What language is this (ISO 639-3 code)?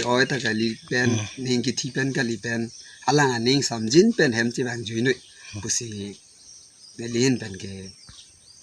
mjw